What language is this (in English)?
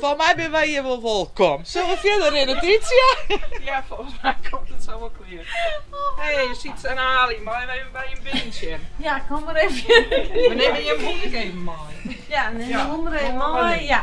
Western Frisian